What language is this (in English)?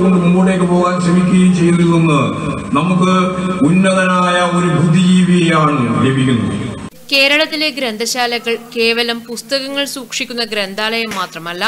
Malayalam